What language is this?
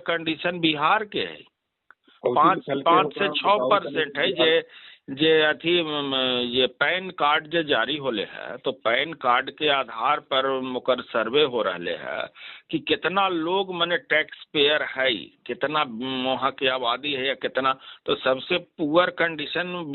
Magahi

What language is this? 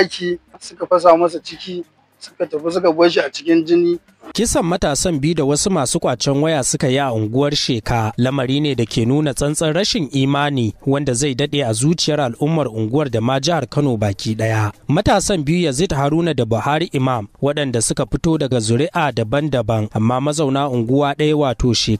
Hausa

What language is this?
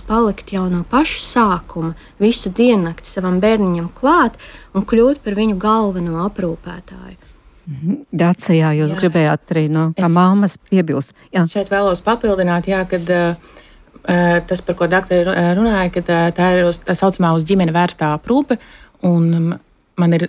Latvian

